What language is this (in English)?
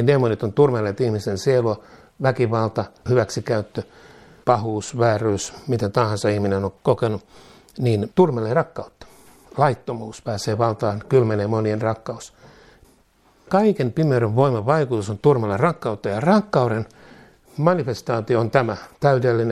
Finnish